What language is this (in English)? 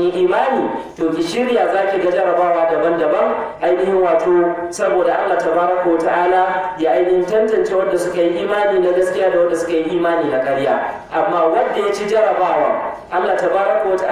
Hausa